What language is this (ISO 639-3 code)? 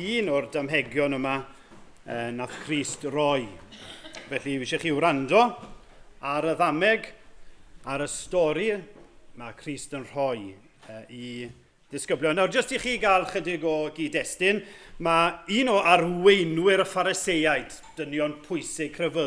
cym